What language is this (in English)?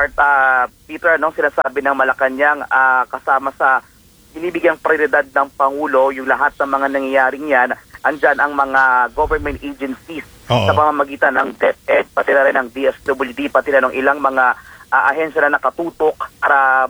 Filipino